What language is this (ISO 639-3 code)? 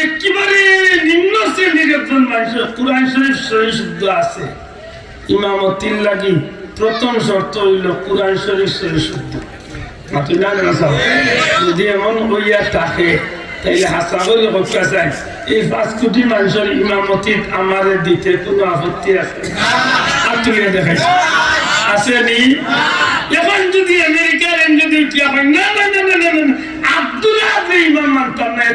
syl